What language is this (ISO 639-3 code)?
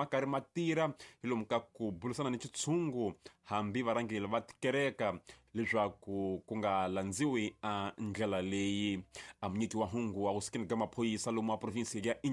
tso